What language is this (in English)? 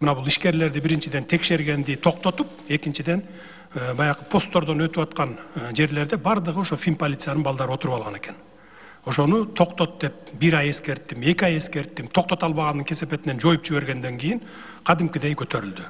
Kyrgyz